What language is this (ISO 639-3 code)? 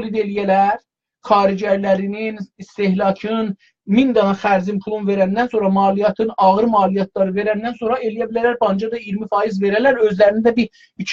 azb